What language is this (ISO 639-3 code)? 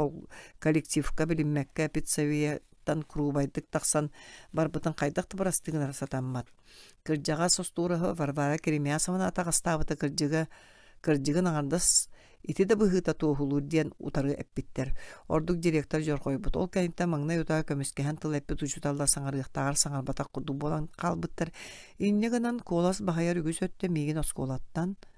sah